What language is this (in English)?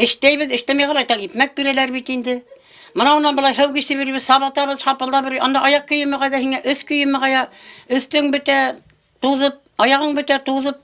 Bashkir